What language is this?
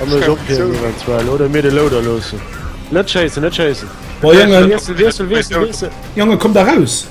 Luxembourgish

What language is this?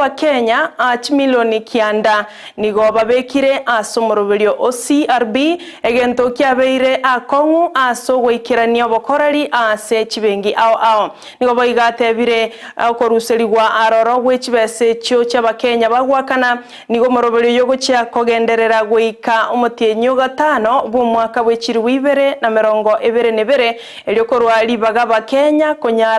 Gusii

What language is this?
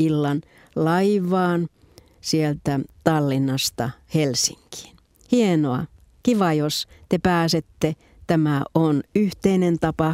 Finnish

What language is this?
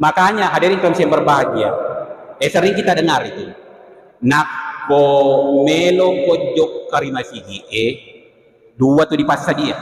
Buginese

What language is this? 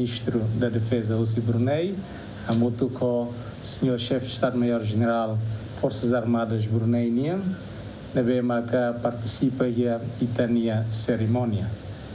Tetum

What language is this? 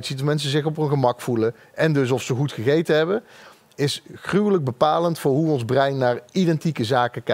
Dutch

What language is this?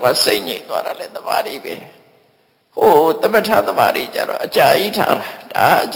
Burmese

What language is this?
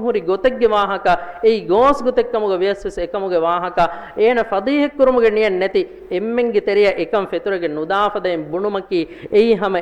Divehi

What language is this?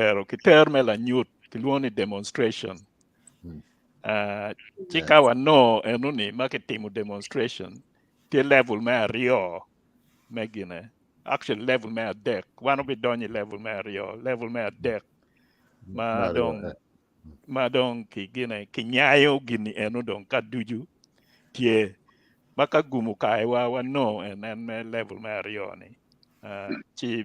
Acoli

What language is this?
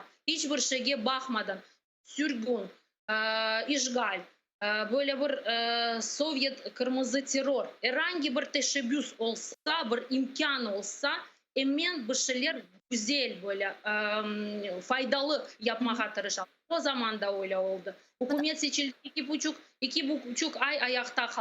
Crimean Tatar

